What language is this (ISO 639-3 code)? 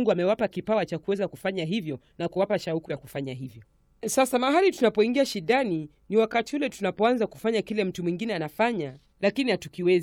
swa